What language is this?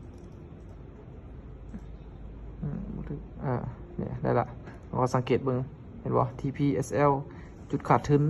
Lao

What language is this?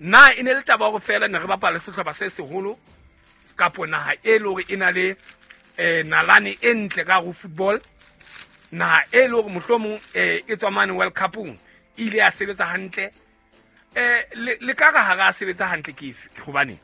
Southern Sotho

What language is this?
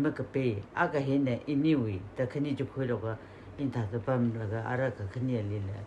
Tangkhul Naga (India)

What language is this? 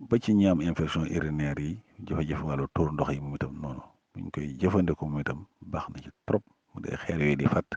Wolof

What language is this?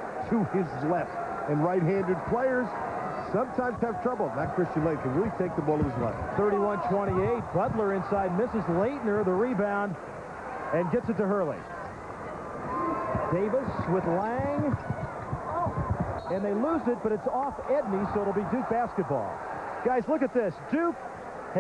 English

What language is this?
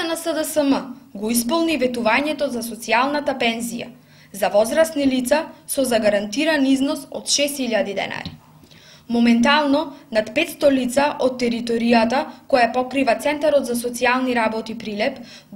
Macedonian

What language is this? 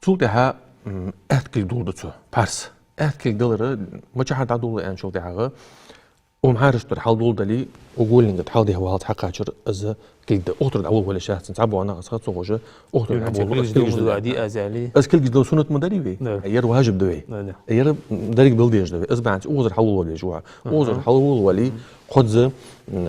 Ingush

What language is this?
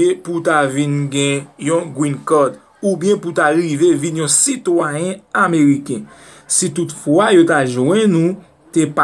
Haitian Creole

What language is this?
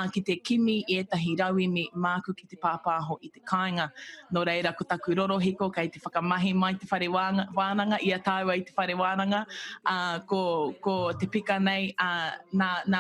Māori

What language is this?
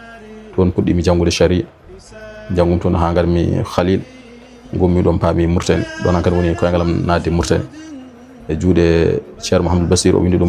Fula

